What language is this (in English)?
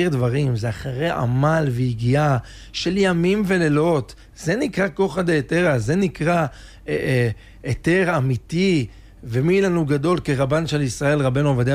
Hebrew